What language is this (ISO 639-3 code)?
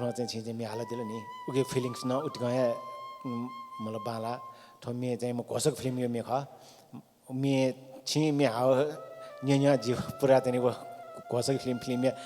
new